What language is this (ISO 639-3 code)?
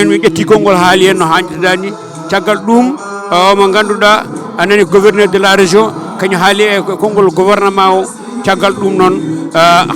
ful